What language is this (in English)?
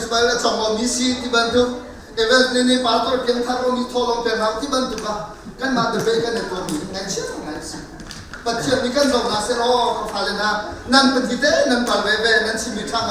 Hakha Chin